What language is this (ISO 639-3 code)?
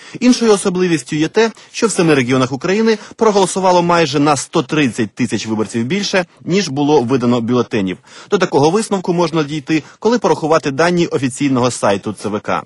ukr